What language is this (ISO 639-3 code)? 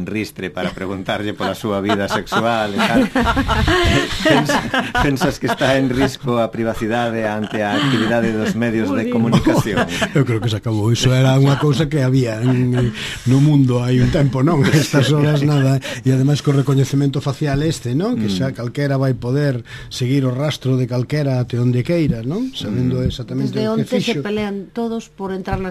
glg